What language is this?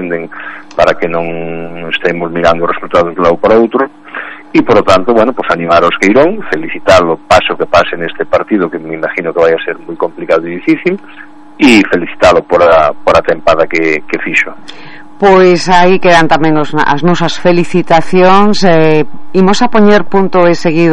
Galician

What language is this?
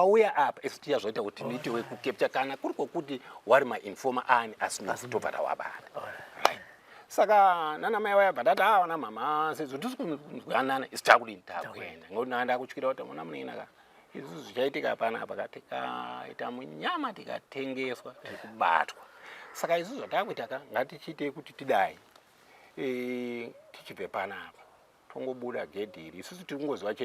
Shona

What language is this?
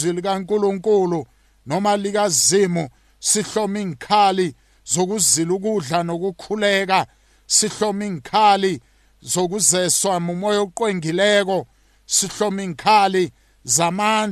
South Ndebele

